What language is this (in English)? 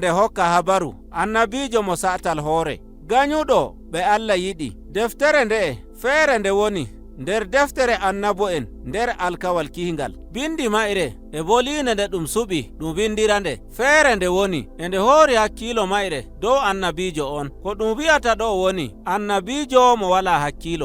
Nigerian Fulfulde